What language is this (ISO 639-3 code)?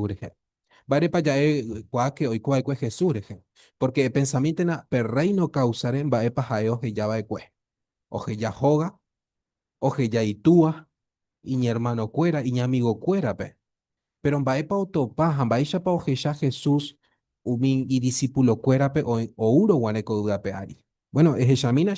grn